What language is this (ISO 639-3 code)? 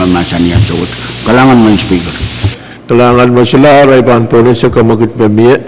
pon